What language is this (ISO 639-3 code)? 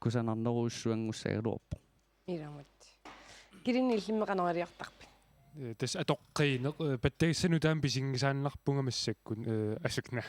kal